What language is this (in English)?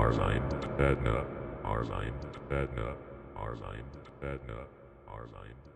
Bhojpuri